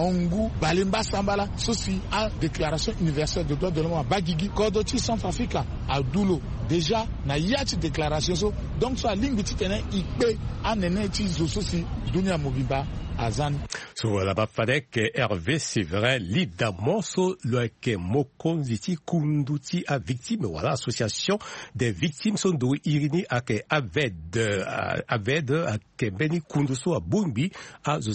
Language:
Sango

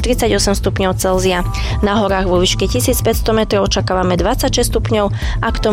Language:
Slovak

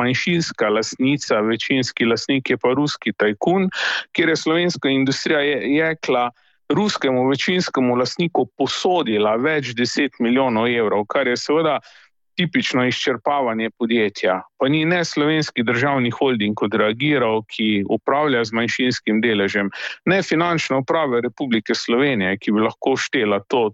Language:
Slovenian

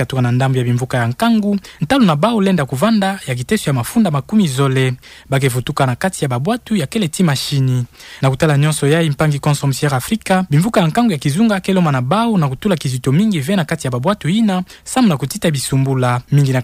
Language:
Kituba (Democratic Republic of Congo)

